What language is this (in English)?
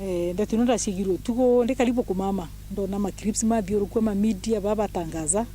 Meru